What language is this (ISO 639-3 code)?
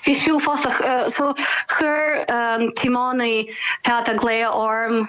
gle